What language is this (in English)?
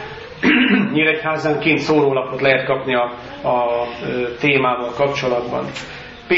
Hungarian